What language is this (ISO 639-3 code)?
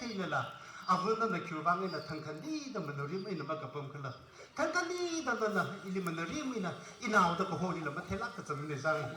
nmf